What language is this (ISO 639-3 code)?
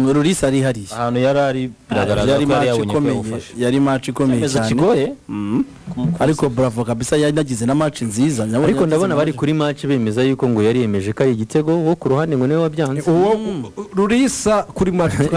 kin